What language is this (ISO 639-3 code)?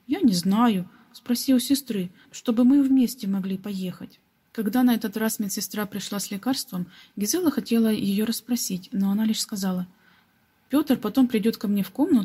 rus